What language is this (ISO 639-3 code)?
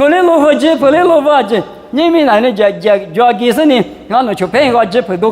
lis